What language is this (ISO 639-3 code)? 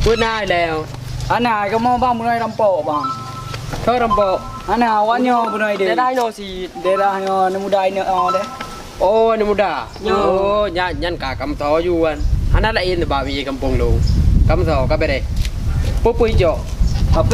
ace